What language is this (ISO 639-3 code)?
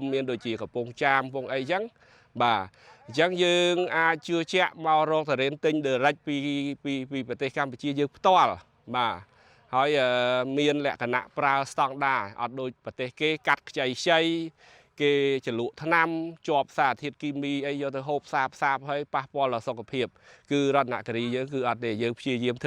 khm